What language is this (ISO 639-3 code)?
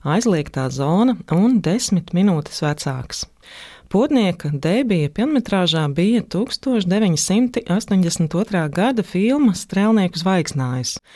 lav